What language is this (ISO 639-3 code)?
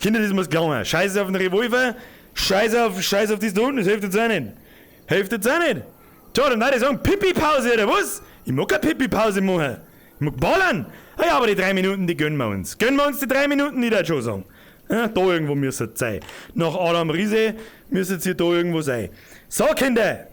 bar